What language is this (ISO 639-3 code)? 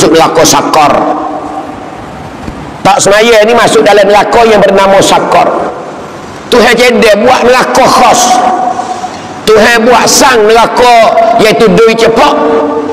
msa